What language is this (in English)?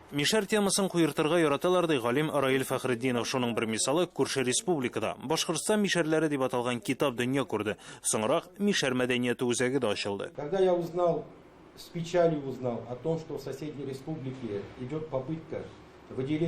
Tatar